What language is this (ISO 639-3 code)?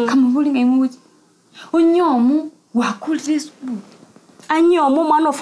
guz